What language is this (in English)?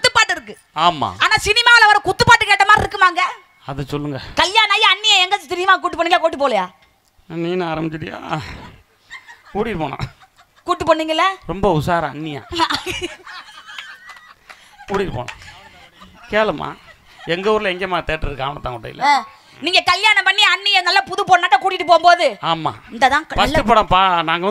Tamil